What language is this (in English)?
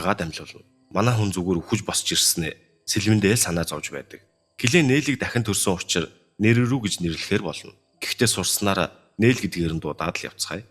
Mongolian